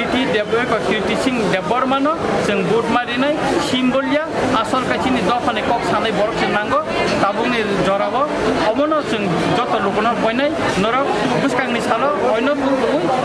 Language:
Kok Borok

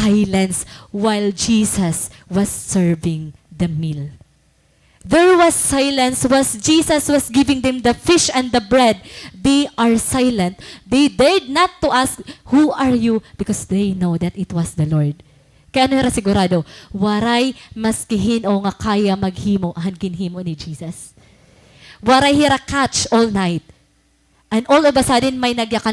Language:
Waray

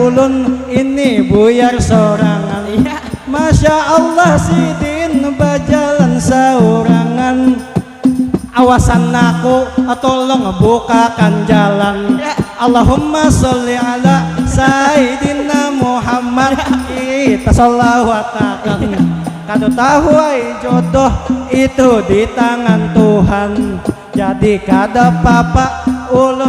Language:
Banjar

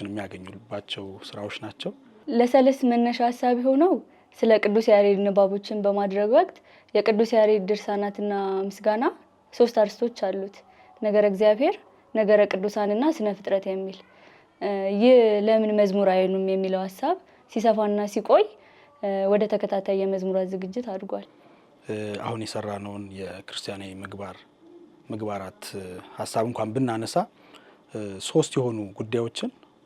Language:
Amharic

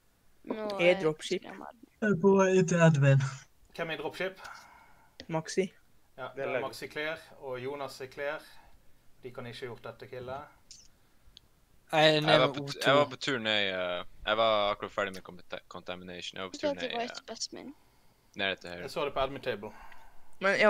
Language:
Norwegian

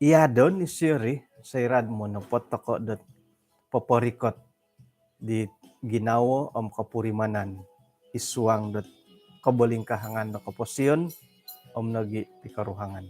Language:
Central Dusun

